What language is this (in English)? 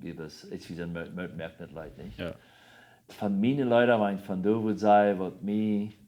Plautdietsch